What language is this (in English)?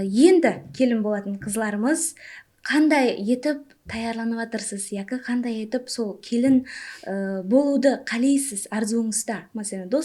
Kara-Kalpak